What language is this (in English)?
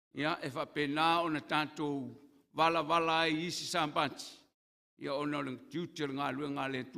Samoan